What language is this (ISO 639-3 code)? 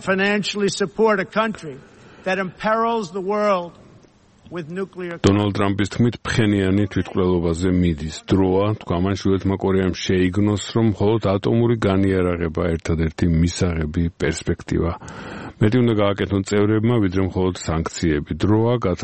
kat